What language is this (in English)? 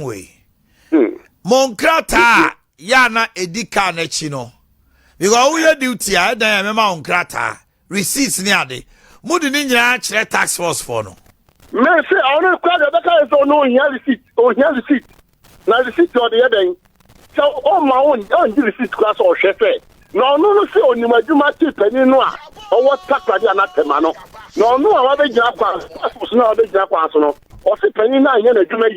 Akan